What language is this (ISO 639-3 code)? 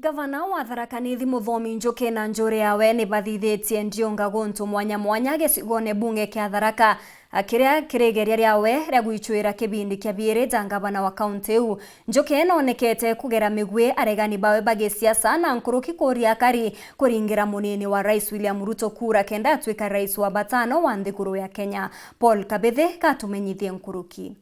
mer